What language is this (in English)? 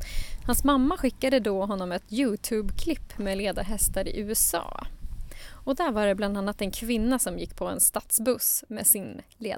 Swedish